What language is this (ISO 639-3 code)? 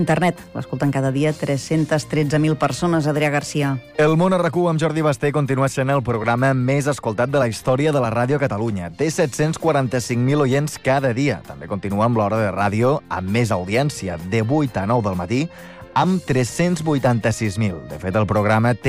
cat